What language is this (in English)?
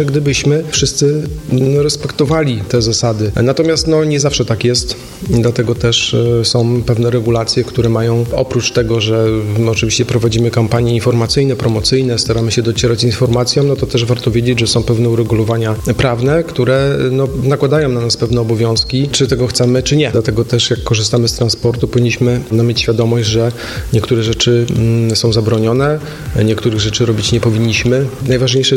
Polish